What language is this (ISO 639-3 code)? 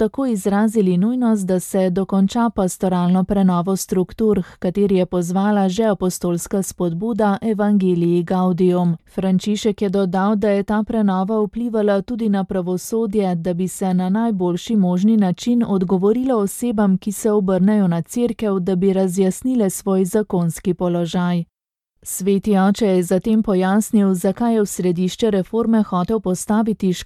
slv